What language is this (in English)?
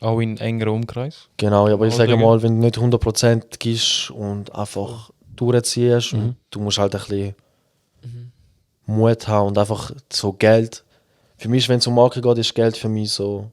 Swiss German